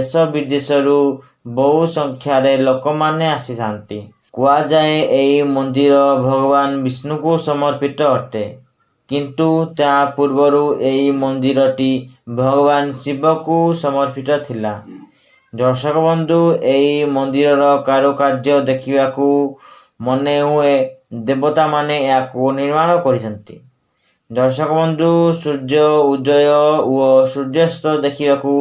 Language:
Odia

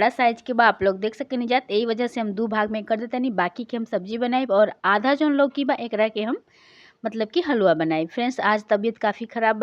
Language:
Bhojpuri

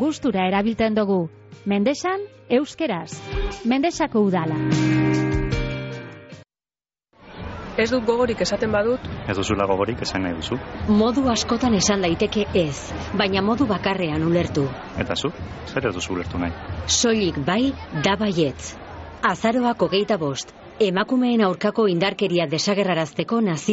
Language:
Basque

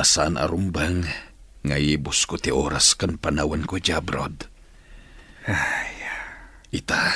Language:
Iloko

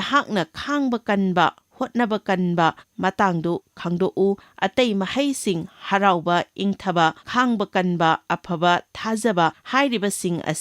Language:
Manipuri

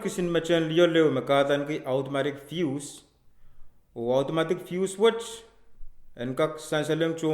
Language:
Pohnpeian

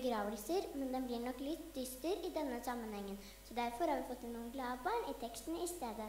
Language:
Norwegian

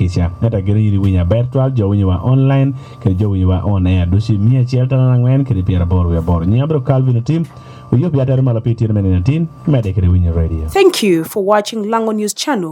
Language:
Lango (Uganda)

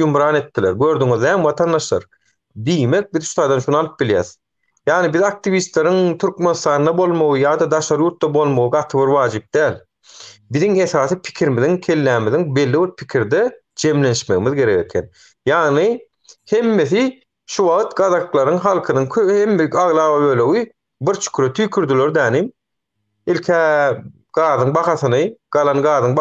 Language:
Turkmen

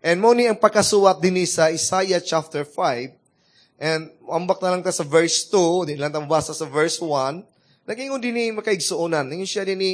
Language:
Cebuano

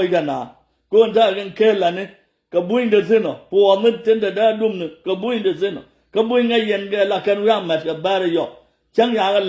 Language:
Nuer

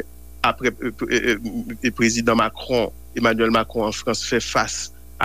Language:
Haitian Creole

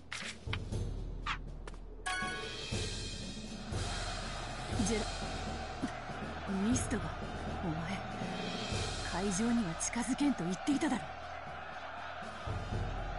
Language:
Japanese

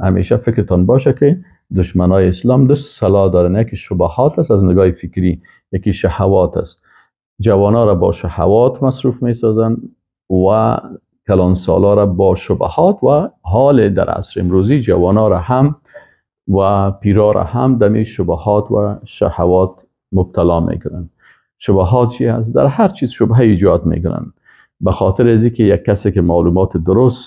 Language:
Persian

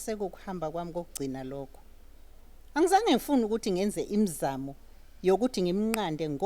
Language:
Zulu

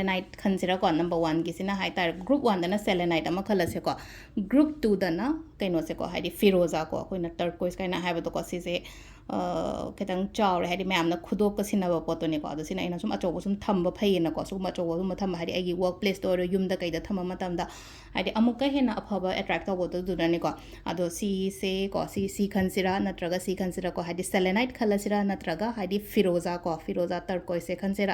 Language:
Manipuri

